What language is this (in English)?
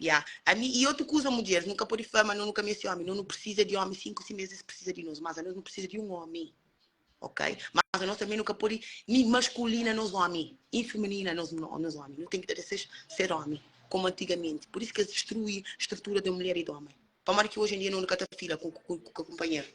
Kabuverdianu